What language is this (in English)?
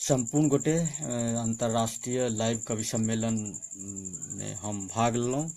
Maithili